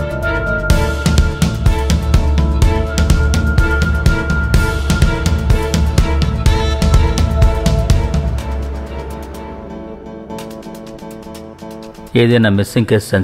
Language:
Telugu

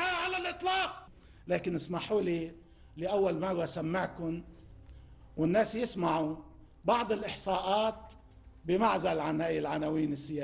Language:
Arabic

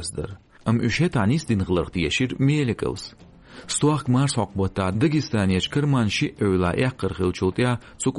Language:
Chechen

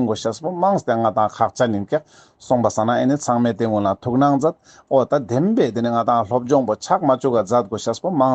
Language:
Ladakhi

